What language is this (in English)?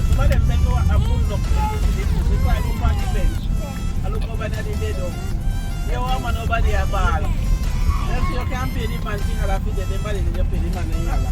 Jamaican Creole English